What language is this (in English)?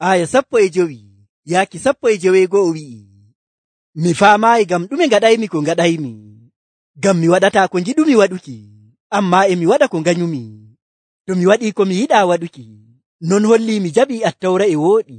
Nigerian Fulfulde